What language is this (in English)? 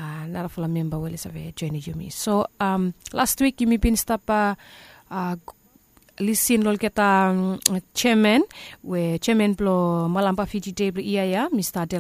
Bislama